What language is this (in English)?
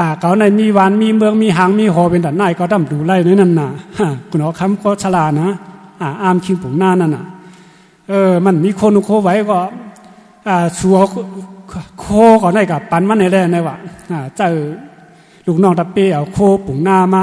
Shan